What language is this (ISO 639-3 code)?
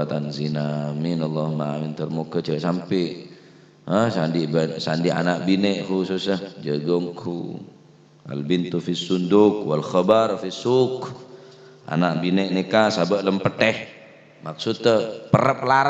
mad